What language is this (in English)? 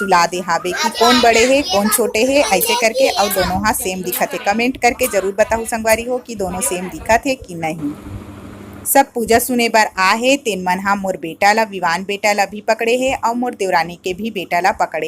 Chhattisgarhi